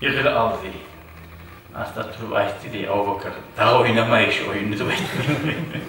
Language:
Kumyk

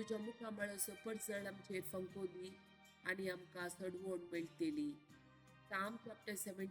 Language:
Konkani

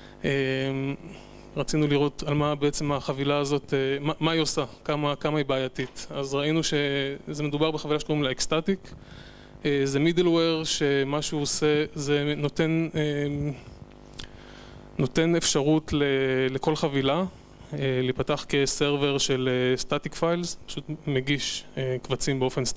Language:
Hebrew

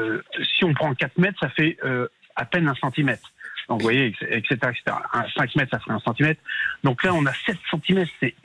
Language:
French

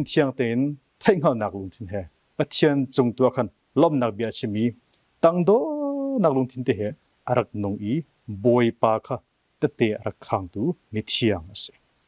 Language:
Hakha Chin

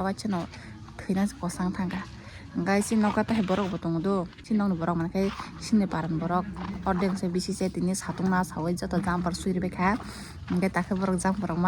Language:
Kok Borok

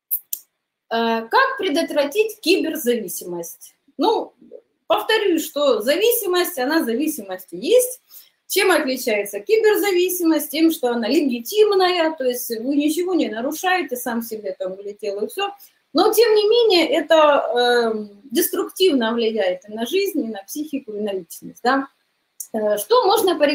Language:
Russian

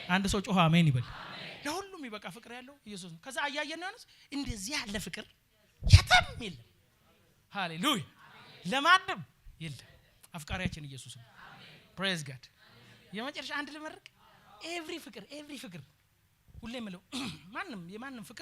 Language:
Amharic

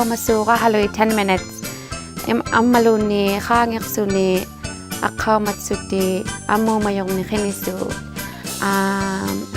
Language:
Inuktitut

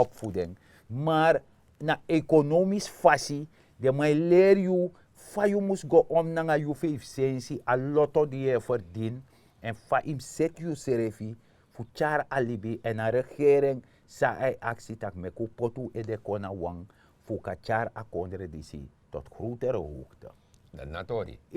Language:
Sranan Tongo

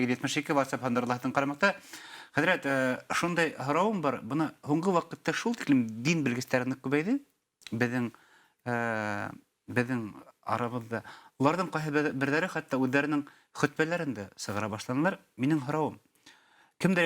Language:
Bashkir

